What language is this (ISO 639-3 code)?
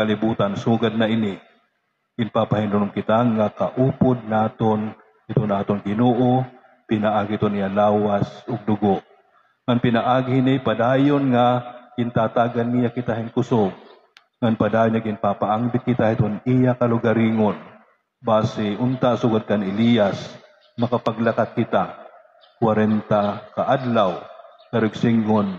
war